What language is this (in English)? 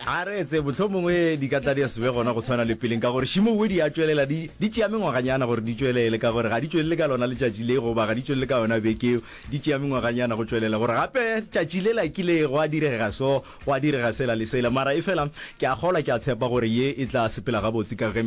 Northern Sotho